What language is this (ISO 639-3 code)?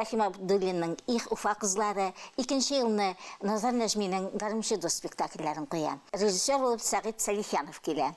bak